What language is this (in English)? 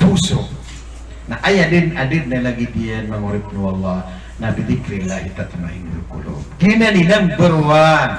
Maranao